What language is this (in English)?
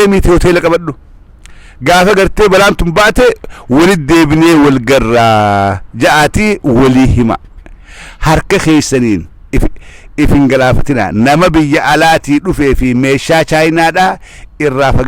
Oromo